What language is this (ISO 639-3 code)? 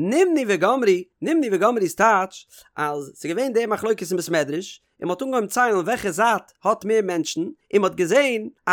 yid